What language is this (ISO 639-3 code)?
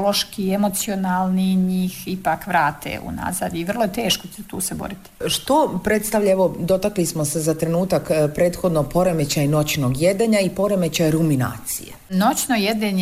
srp